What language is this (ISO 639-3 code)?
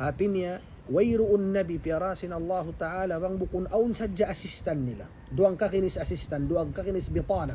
tsg